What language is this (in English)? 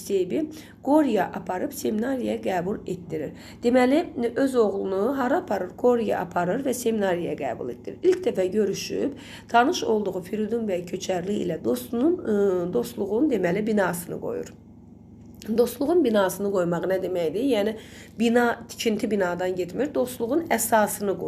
Azerbaijani